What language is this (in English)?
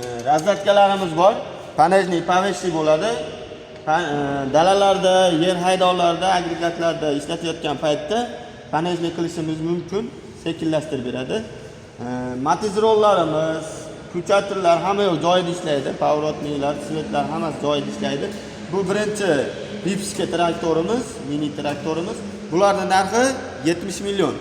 Uzbek